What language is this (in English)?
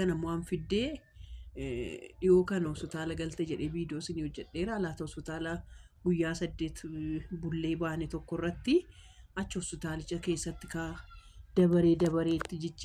Oromo